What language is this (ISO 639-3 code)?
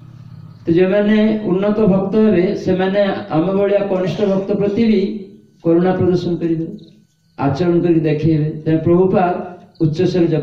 ori